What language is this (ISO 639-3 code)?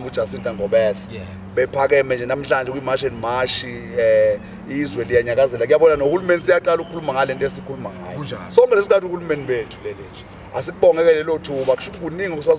zul